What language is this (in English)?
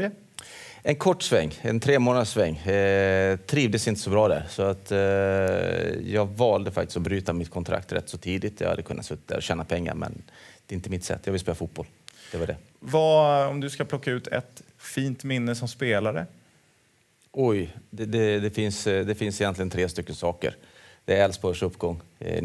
Swedish